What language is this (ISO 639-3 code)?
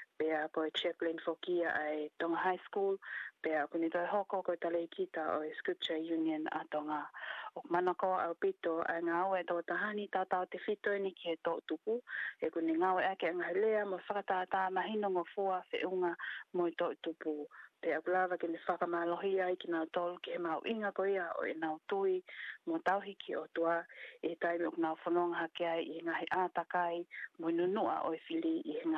ton